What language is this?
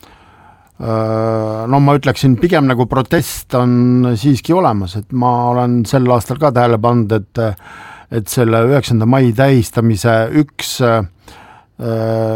Estonian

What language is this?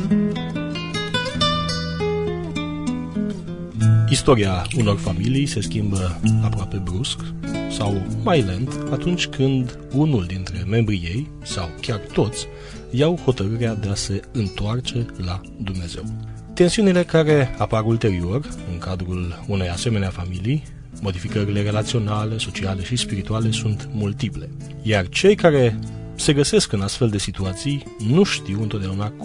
Romanian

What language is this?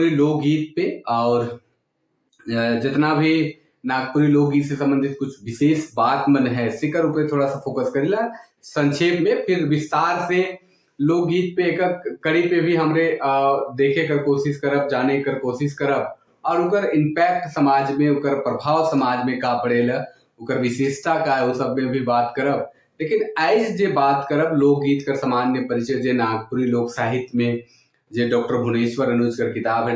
Sadri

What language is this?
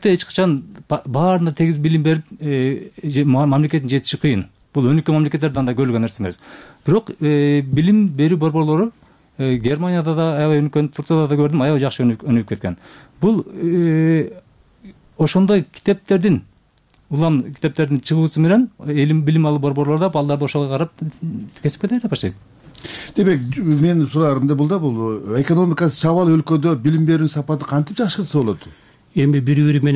Kyrgyz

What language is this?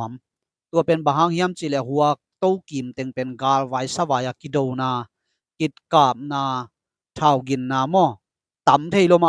Tedim Chin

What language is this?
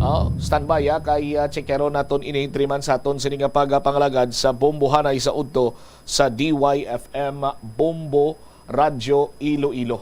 Hiligaynon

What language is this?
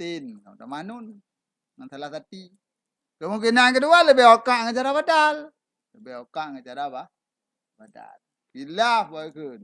Achinese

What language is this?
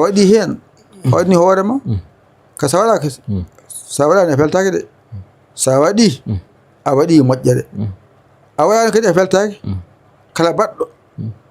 Fula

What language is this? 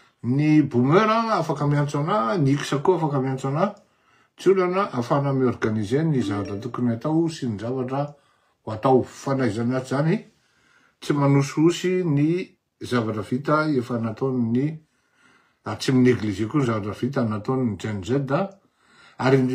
Malagasy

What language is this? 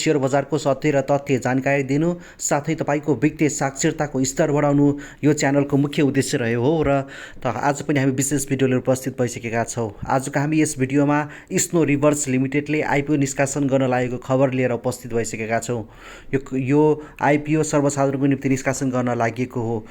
Nepali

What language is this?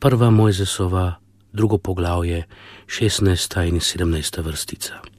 Slovenian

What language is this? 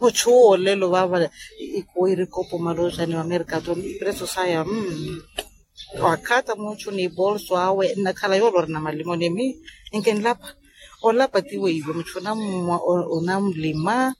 Makhuwa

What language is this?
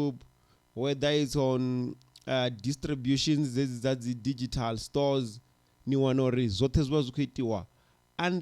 Venda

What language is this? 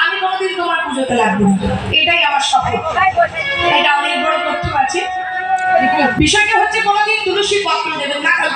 Bangla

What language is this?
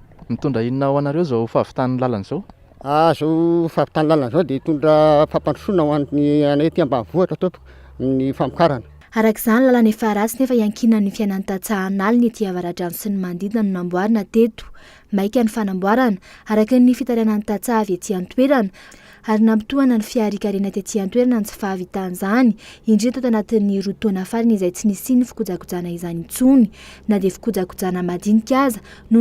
Malagasy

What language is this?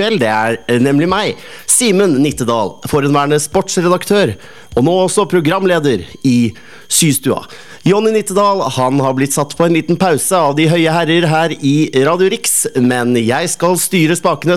Norwegian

